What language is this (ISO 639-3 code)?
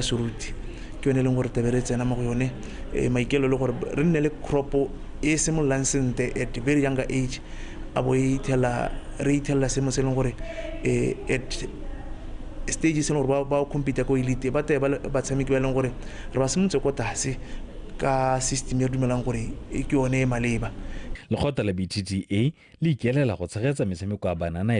tsn